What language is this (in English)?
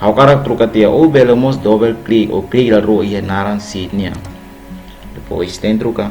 Tetum